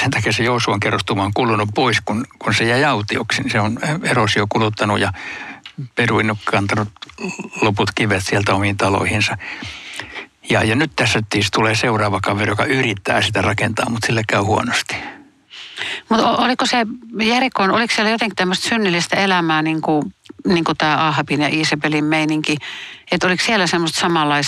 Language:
Finnish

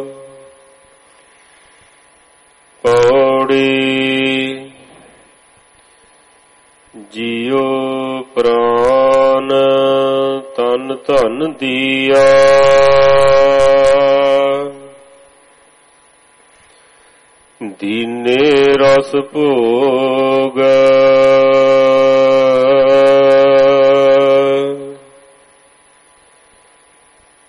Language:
Punjabi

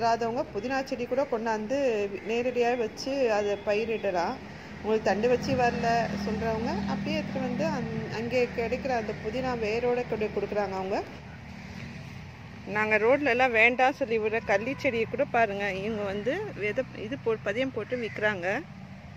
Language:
Tamil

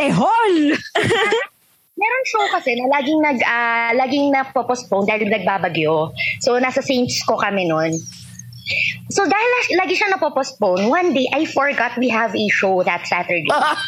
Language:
Filipino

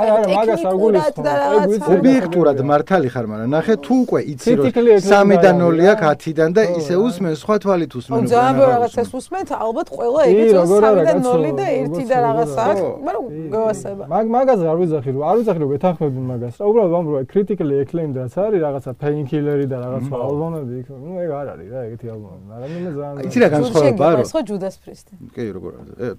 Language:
Georgian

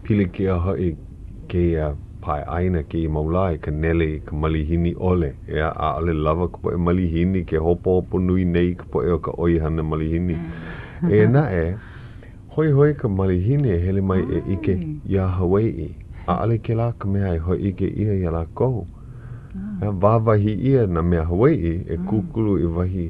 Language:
Hawaiian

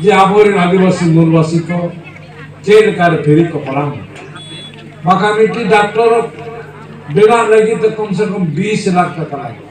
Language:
Santali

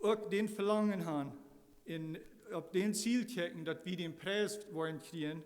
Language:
Plautdietsch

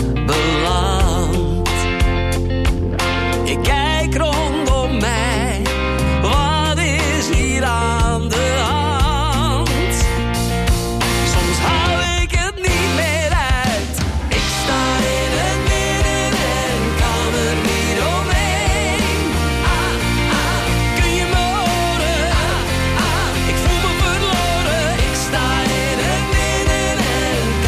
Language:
Dutch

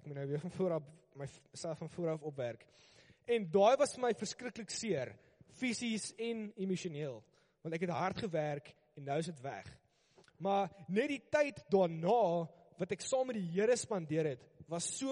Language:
Afrikaans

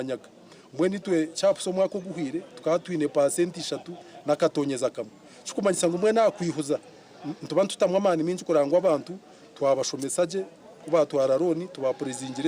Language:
Nyankole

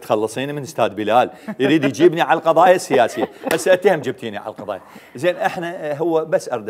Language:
Mesopotamian Arabic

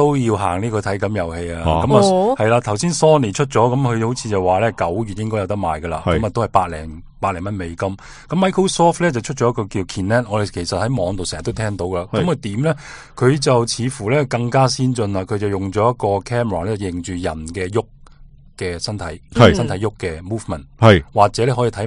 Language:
Cantonese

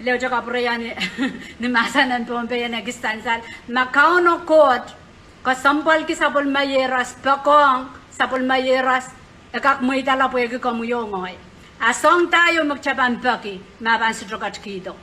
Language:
Pohnpeian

